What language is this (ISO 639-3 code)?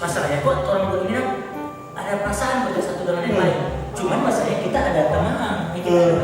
xmm